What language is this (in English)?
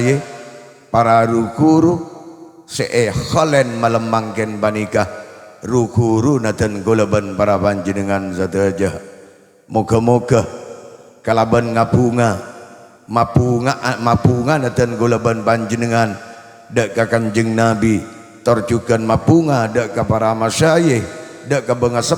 Madurese